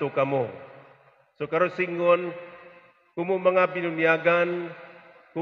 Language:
Waray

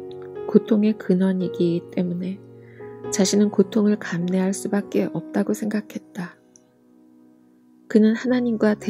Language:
Korean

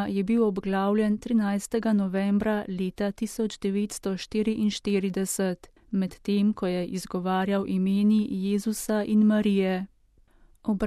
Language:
Slovenian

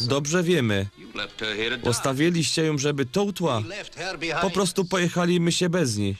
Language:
Silesian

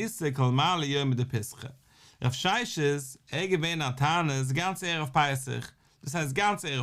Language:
Yiddish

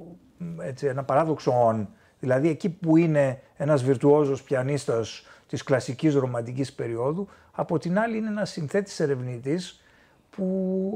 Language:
Greek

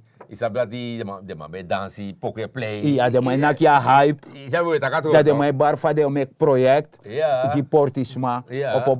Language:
Sranan Tongo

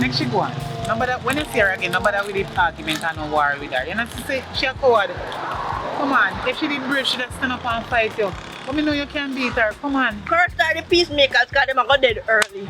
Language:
Jamaican Creole English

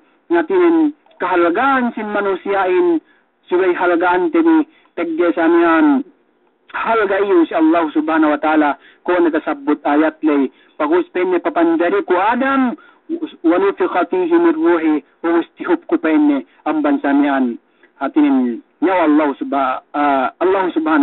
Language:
Yakan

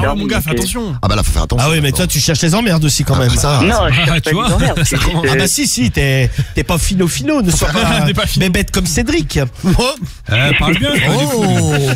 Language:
French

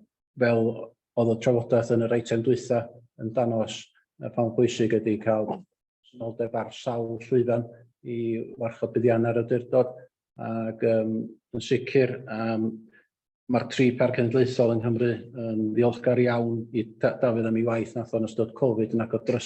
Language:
Welsh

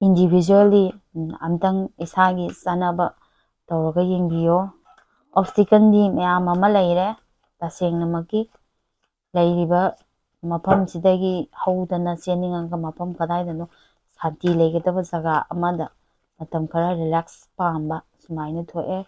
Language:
Manipuri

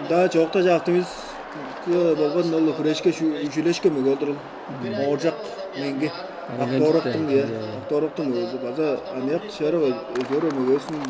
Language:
Tuvinian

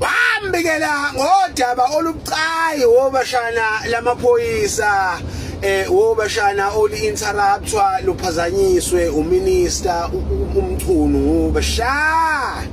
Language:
Zulu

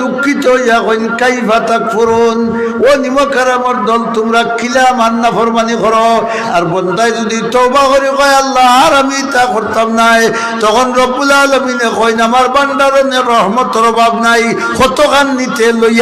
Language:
Sylheti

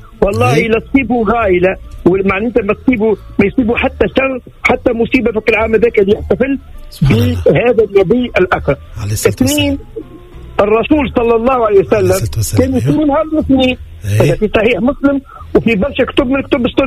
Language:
Tunisian Arabic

